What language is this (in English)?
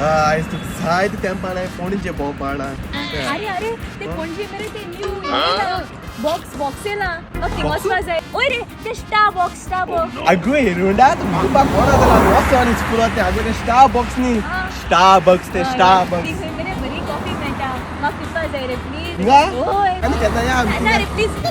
Konkani